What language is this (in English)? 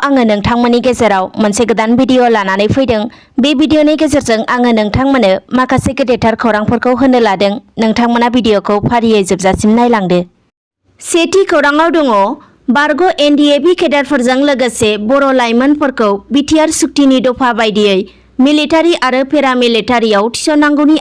Bodo